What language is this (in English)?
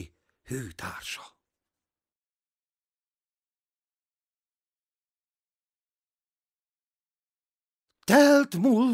Hungarian